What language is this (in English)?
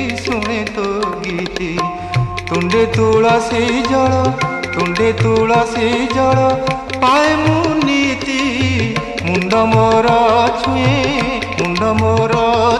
Odia